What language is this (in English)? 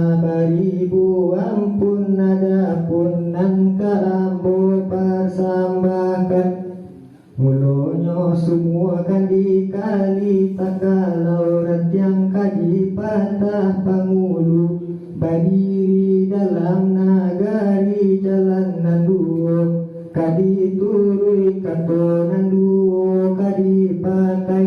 Minangkabau